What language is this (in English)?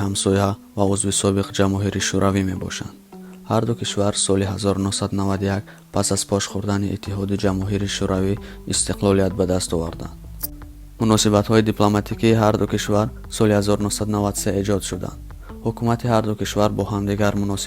Tajik